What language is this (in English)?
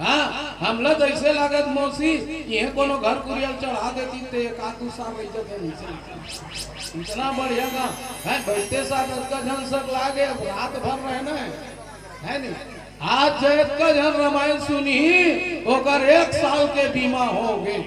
Chhattisgarhi